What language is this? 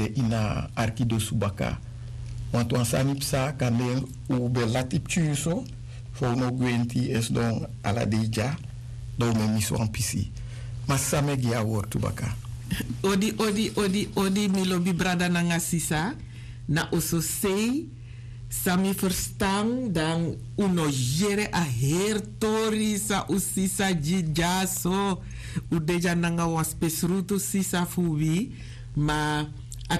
Sranan Tongo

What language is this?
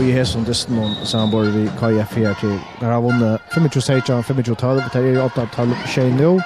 Faroese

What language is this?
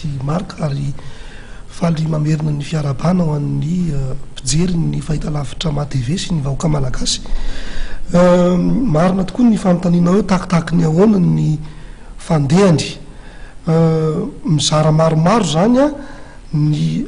Malagasy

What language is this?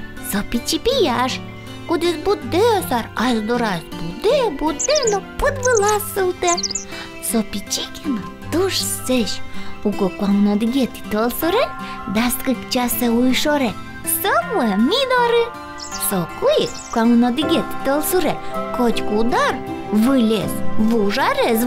Udmurt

